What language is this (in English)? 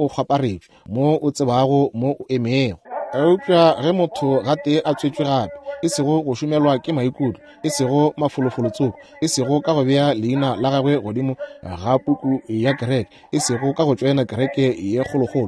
Northern Sotho